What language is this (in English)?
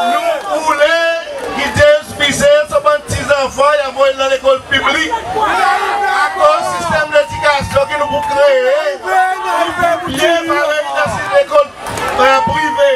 Seselwa Creole French